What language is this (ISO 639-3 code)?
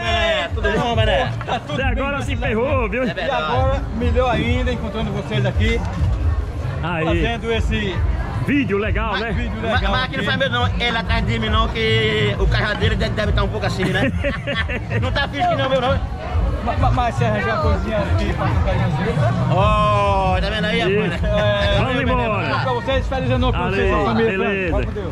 por